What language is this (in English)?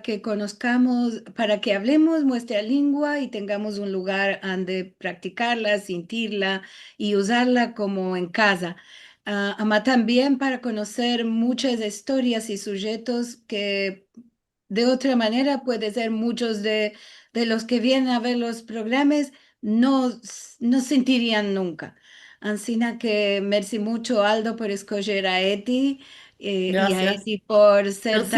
Ladino